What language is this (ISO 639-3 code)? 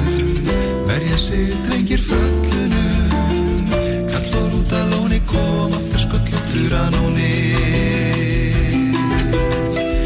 isl